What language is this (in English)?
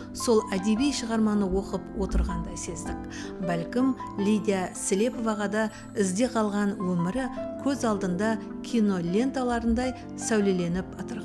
Kara-Kalpak